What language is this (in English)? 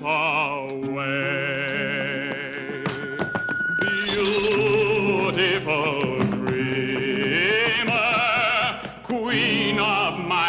Polish